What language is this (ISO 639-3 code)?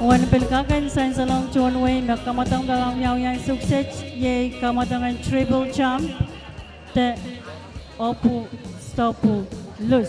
pon